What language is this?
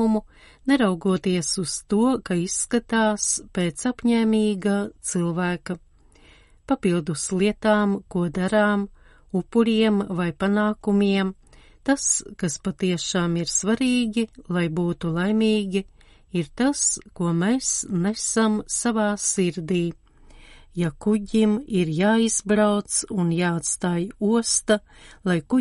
Latvian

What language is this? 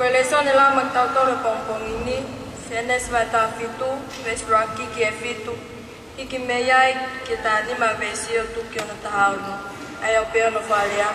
Tongan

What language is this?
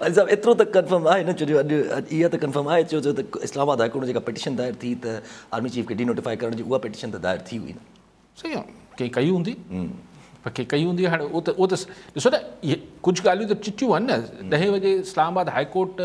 Sindhi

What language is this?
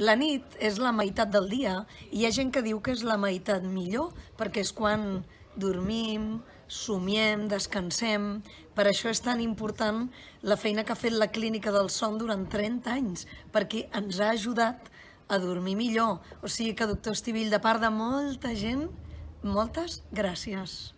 Catalan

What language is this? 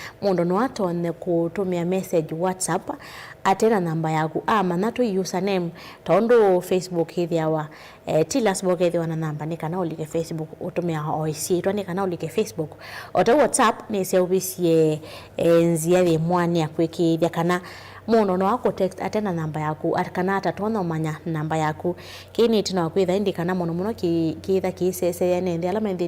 Kamba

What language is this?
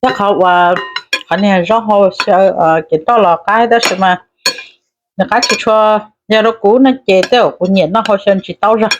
Hmong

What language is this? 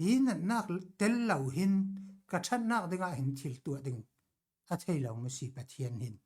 Falam Chin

